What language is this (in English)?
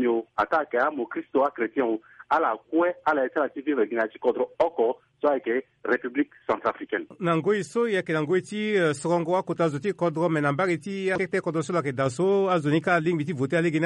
Sango